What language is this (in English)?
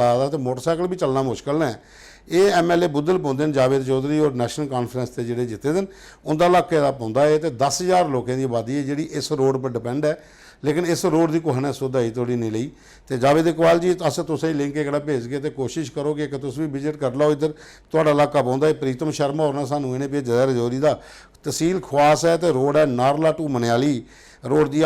Dogri